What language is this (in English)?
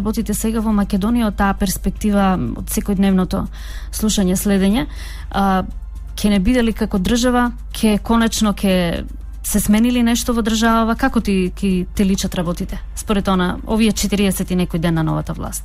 Macedonian